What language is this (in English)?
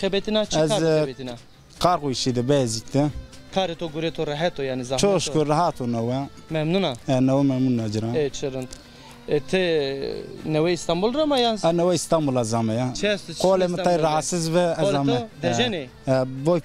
Zaza